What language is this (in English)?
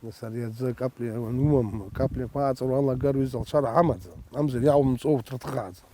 Abkhazian